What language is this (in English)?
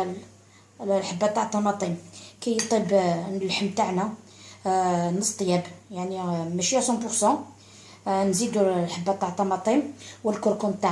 Algerian Arabic